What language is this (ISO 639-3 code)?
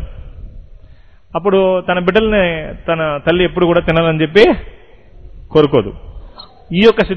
tel